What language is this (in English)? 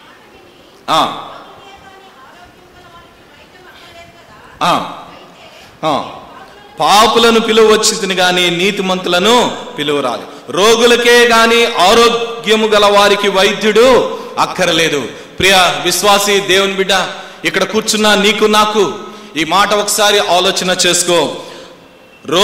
Telugu